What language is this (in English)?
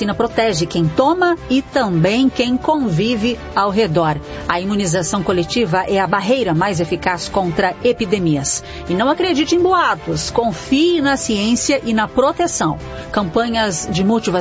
Portuguese